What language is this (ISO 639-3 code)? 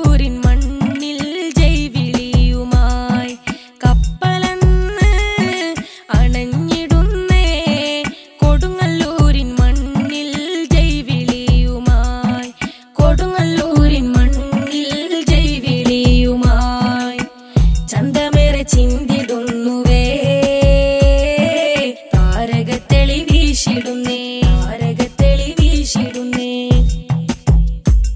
mal